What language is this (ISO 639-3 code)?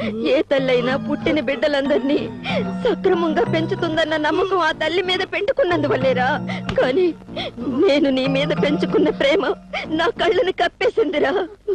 tel